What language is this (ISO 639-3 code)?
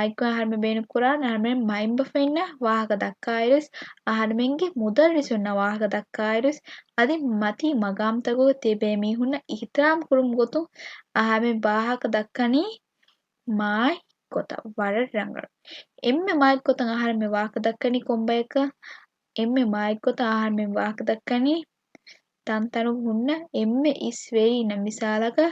div